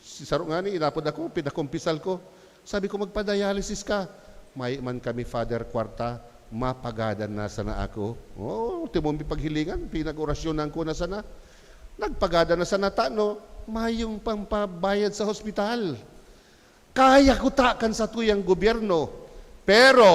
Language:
Bikol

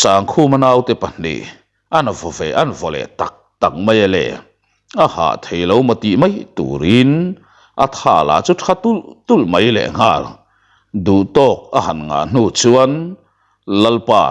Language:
Mizo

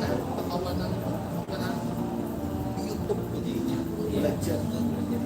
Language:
Banjar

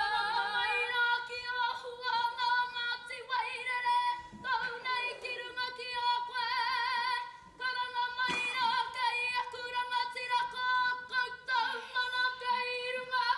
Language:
Māori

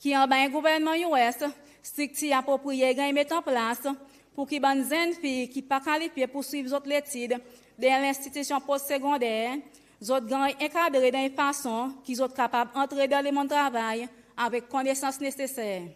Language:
Seselwa Creole French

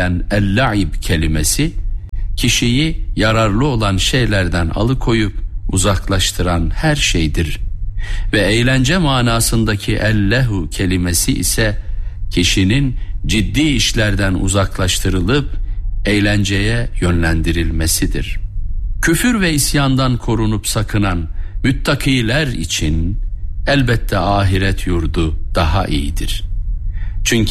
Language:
Turkish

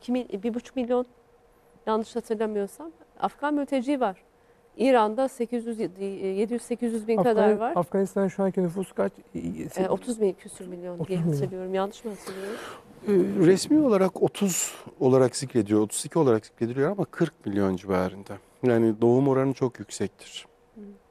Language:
Turkish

